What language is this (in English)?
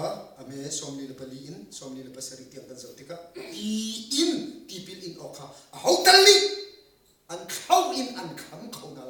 Hakha Chin